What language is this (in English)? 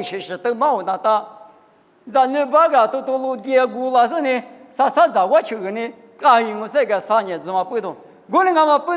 Lisu